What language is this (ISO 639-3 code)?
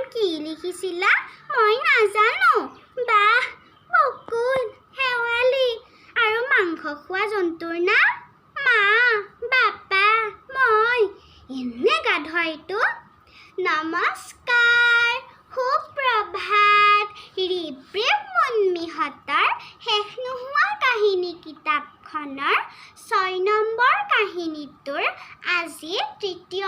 asm